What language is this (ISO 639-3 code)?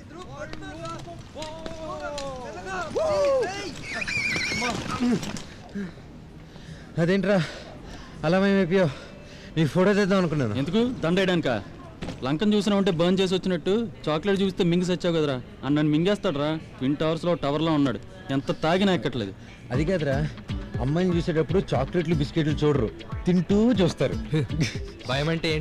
tel